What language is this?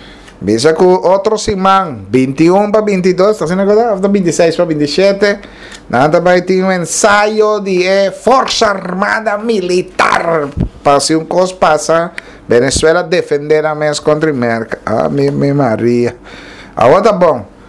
Papiamento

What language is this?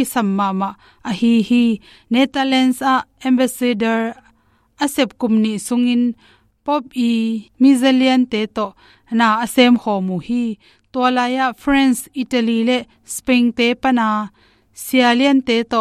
Tedim Chin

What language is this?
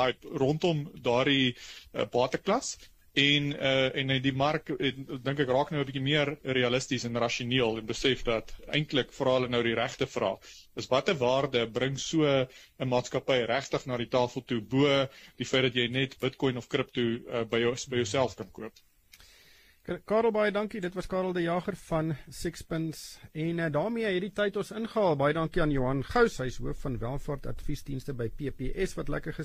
Afrikaans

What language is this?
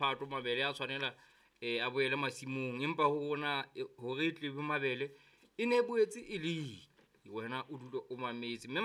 Southern Sotho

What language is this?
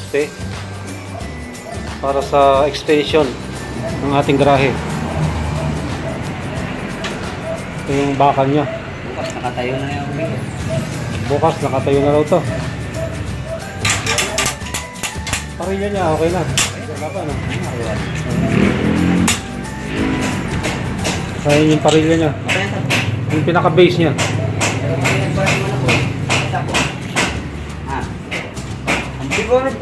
Filipino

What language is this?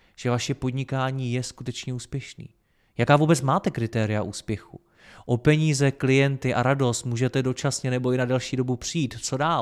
Czech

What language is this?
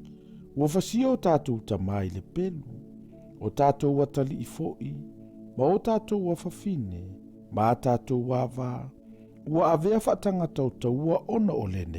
Samoan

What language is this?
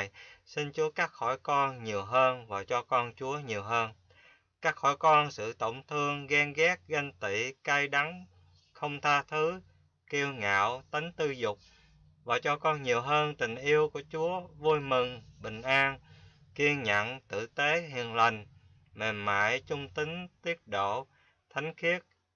Hmong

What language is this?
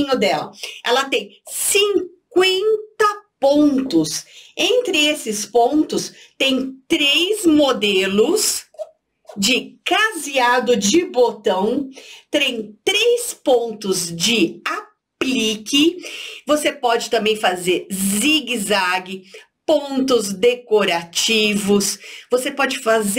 Portuguese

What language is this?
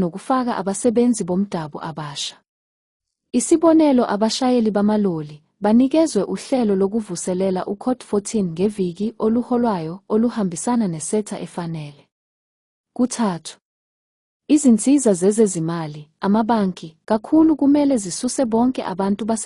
Zulu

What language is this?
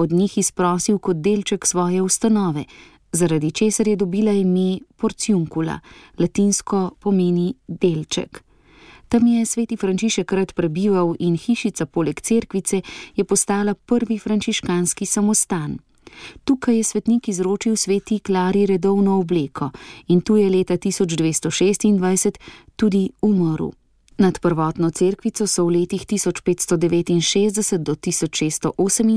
Slovenian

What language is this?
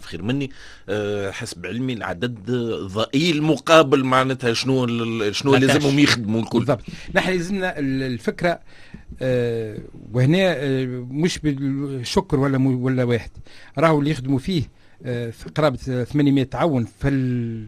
Tunisian Arabic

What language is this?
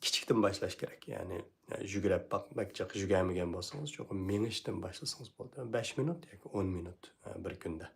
Uyghur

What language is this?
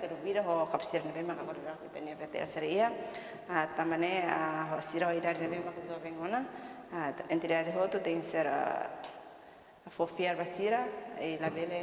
Tetum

